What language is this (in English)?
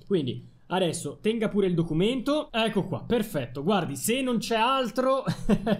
Italian